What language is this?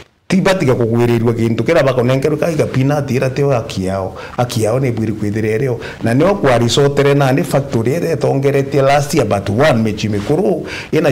Meru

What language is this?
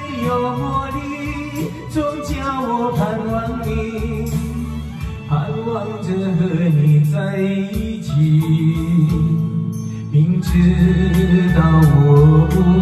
Chinese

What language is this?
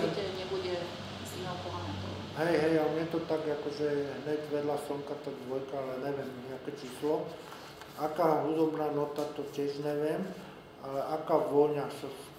Slovak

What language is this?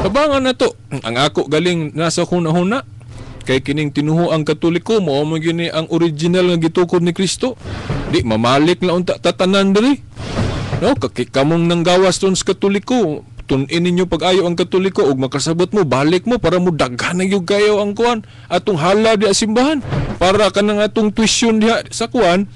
Cebuano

